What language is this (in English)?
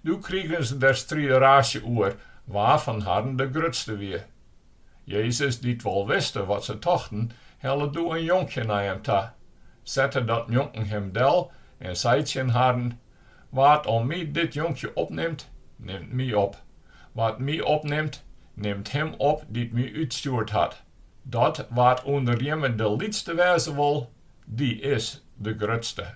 Western Frisian